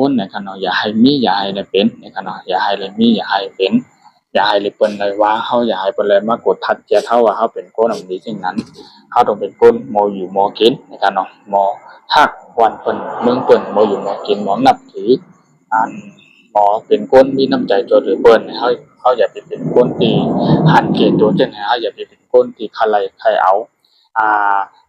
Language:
Shan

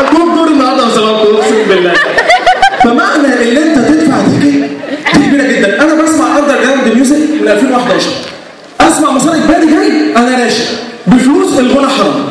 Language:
Egyptian Arabic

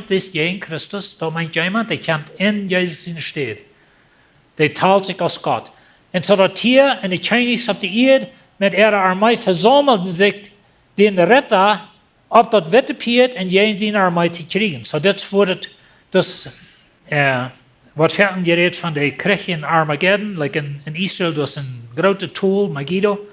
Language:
Plautdietsch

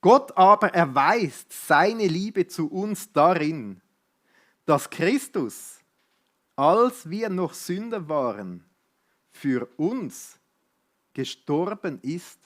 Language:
Swiss German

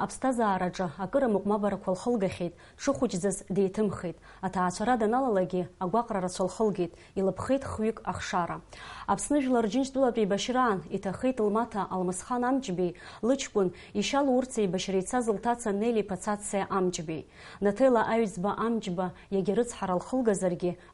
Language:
Abkhazian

